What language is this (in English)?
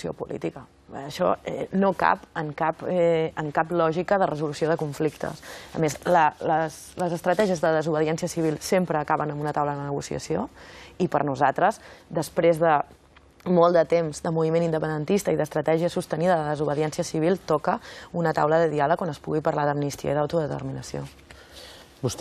Catalan